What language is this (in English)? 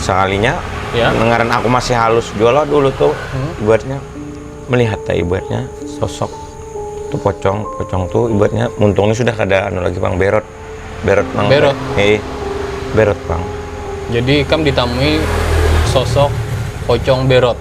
Banjar